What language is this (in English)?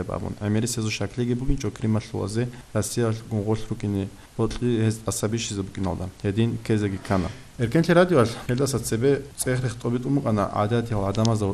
Avaric